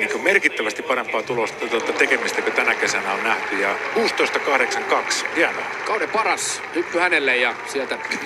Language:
Finnish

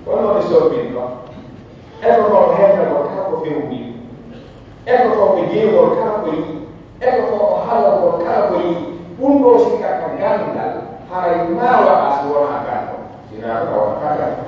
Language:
Pular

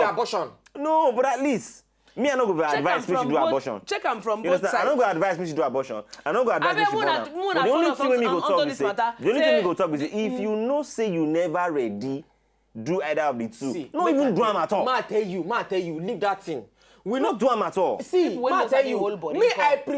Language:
Nigerian Pidgin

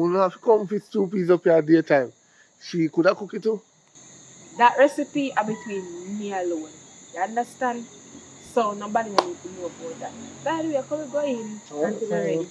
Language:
Jamaican Creole English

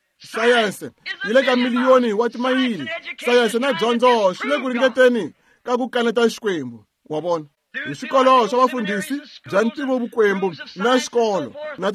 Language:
Tsonga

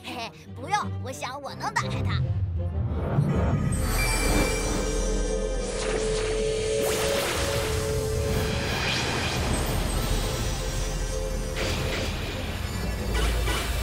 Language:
Chinese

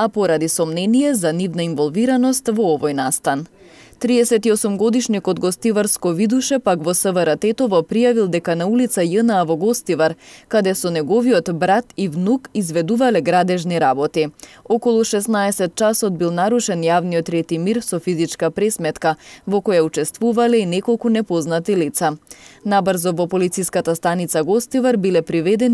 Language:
Macedonian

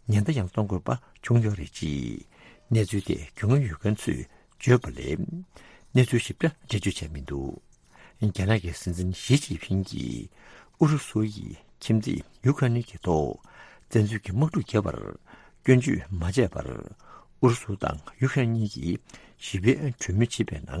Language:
Tibetan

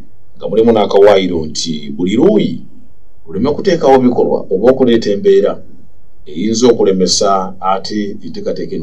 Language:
Ganda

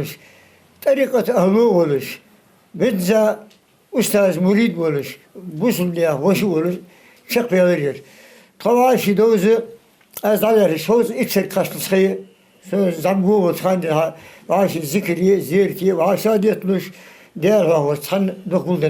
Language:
Ingush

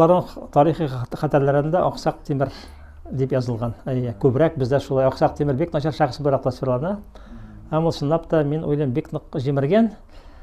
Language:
Tatar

